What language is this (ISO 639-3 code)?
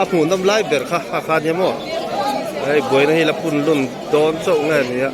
lus